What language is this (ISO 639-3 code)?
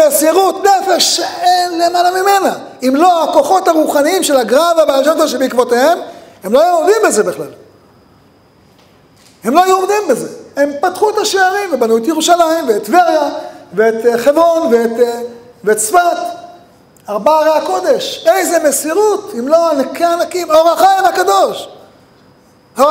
heb